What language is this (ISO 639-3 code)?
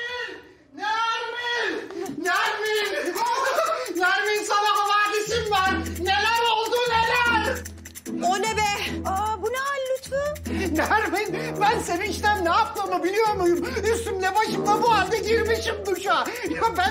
tur